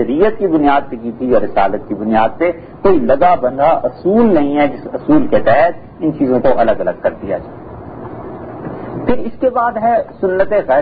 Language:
Urdu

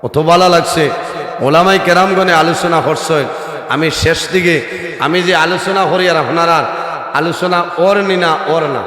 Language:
Sylheti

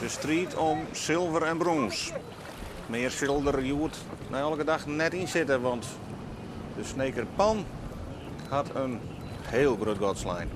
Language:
Western Frisian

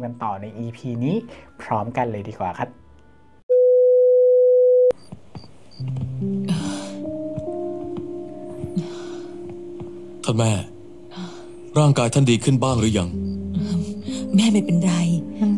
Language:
Thai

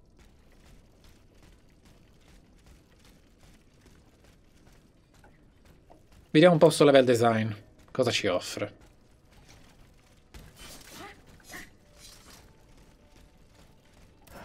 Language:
Italian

